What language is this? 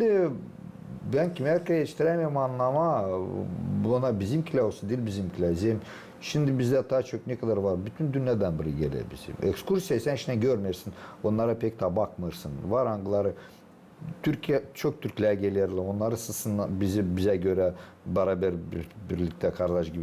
Gagauz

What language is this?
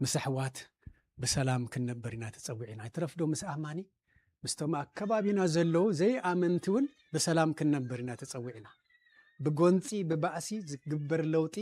Tigrinya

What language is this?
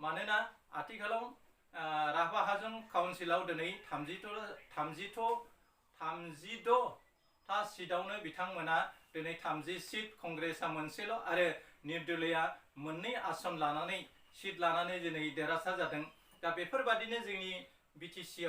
Bodo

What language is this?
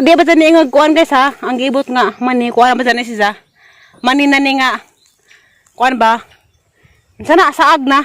Cebuano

